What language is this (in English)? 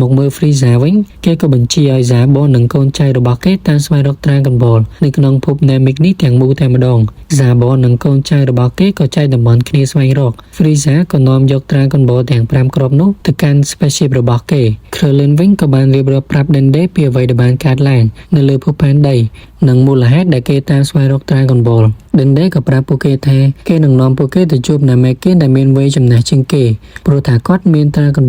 Khmer